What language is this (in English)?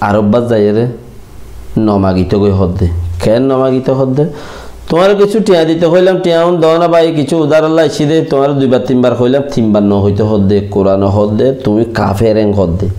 Rohingya